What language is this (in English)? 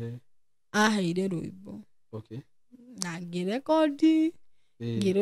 Kikuyu